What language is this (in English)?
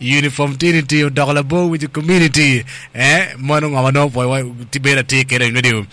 Acoli